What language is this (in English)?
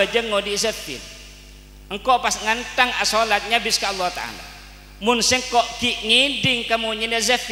Madurese